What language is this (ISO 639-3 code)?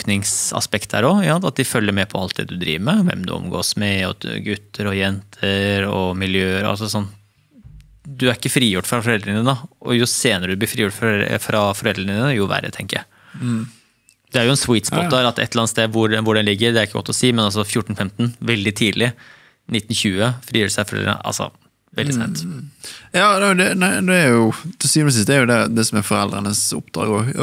nor